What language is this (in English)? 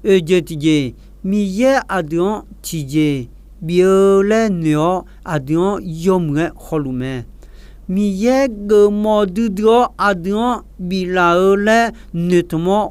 Akha